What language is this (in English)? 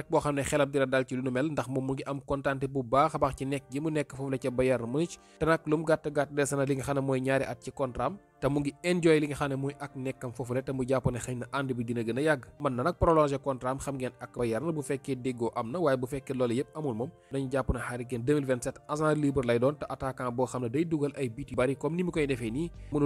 Wolof